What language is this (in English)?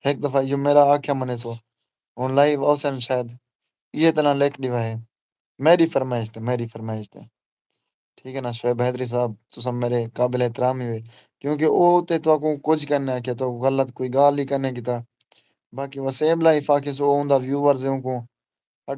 Saraiki